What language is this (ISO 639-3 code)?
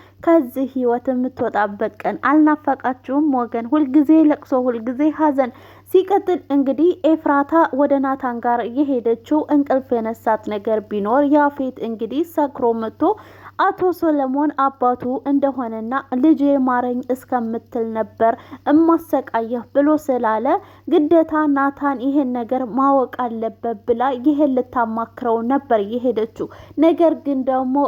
amh